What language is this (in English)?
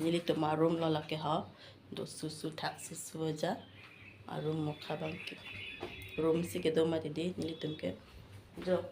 Karbi